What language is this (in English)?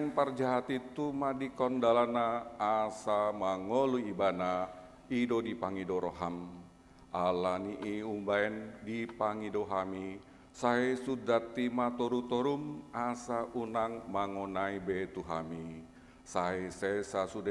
Batak Toba